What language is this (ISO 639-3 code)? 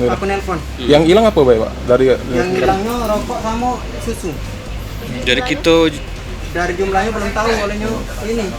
mui